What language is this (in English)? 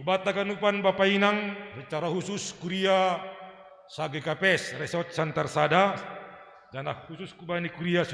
Batak Simalungun